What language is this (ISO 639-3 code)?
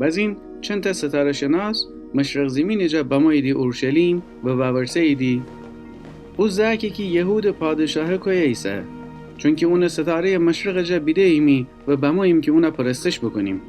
glk